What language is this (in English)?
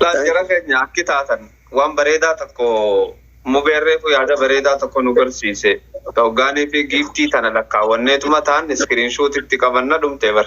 Oromo